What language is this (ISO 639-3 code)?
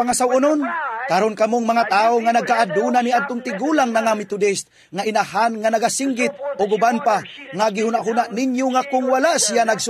ceb